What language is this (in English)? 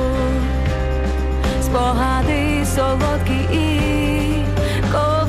Ukrainian